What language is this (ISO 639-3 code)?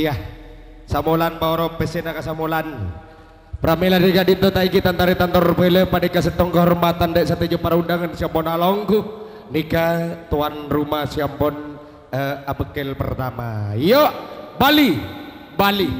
mad